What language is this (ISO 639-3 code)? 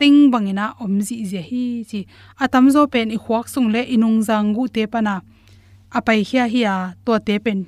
ctd